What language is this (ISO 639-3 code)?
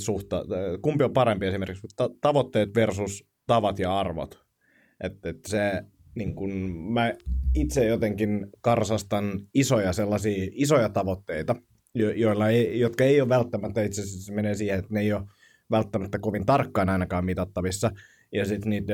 fin